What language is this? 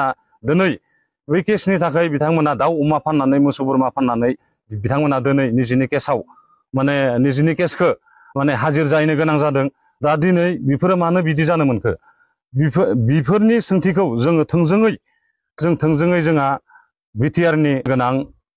Bodo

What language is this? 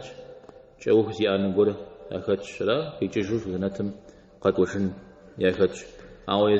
Kabardian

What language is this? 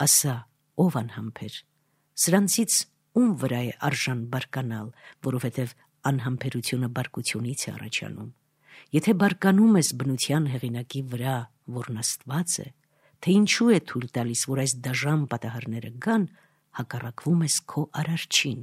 Armenian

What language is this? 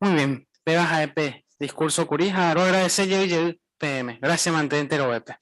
Guarani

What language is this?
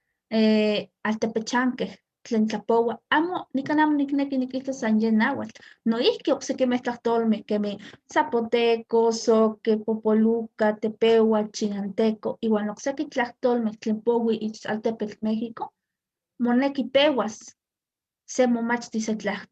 Eastern Huasteca Nahuatl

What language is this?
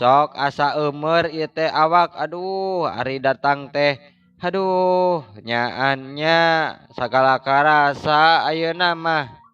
Sundanese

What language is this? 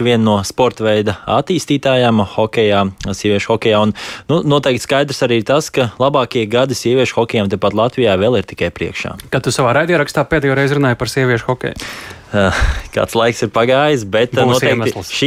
Latvian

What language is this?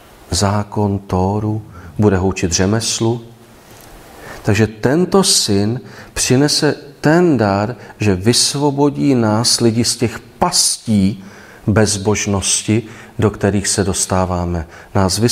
Czech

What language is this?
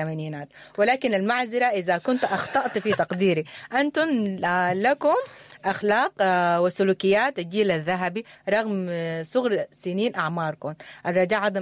Sudanese Arabic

